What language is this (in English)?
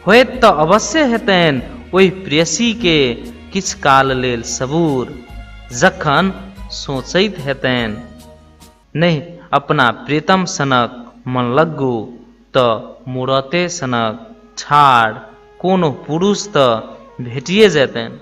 Maithili